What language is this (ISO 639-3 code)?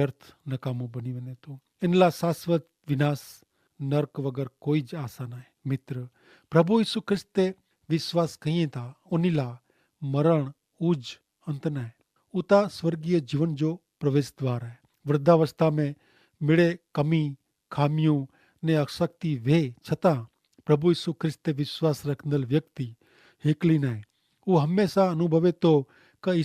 kfr